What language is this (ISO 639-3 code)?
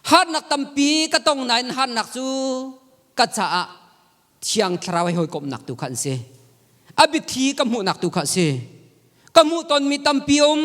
cnh